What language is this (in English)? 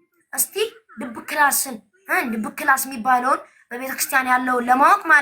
Amharic